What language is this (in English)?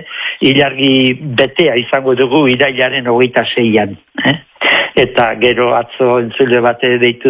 Basque